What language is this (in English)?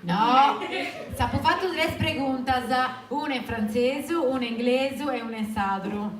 Sardinian